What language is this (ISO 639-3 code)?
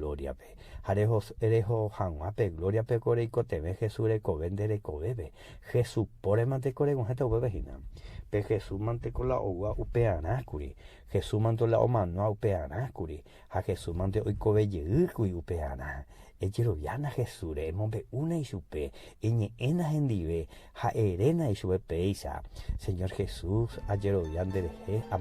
grn